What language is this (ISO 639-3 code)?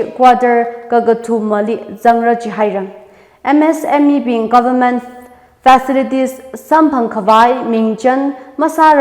nmf